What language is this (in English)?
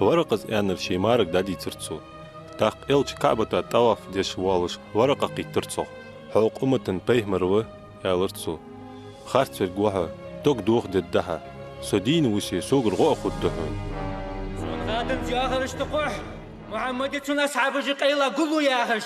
Ingush